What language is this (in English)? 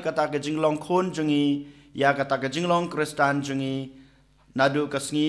Khasi